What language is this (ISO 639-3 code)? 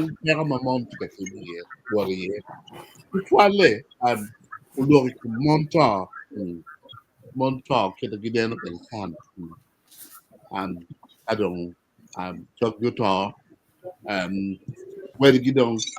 ach